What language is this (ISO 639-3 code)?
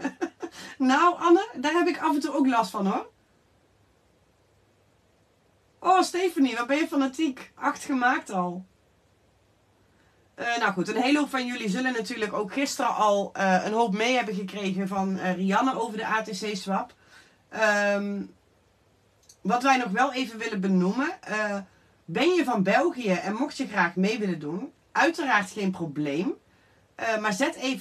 nld